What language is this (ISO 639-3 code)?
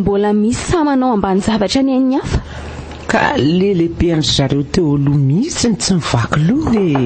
mlg